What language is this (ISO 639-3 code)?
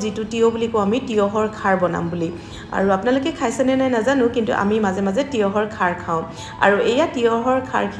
asm